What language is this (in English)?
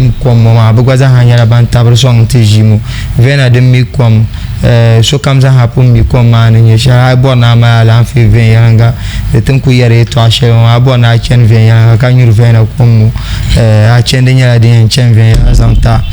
Dagbani